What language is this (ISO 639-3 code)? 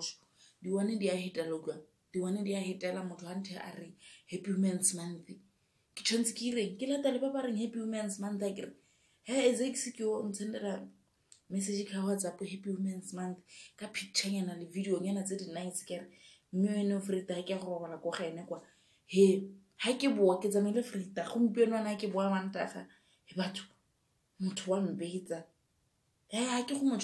tsn